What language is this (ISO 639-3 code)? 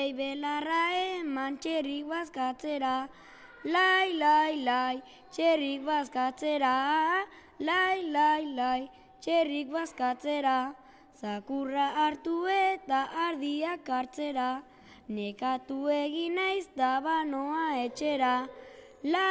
eus